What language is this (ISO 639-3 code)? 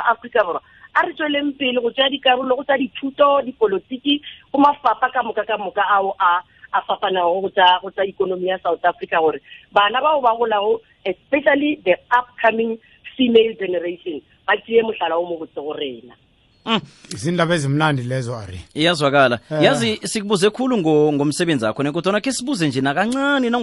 nso